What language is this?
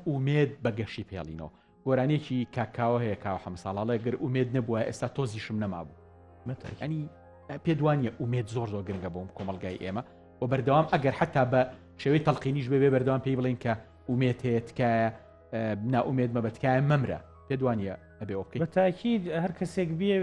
Central Kurdish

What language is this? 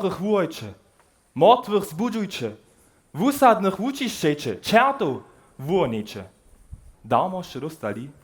Upper Sorbian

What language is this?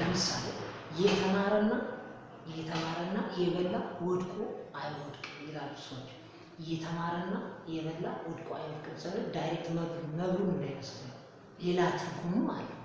Amharic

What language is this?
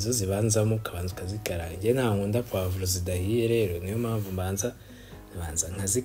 Kinyarwanda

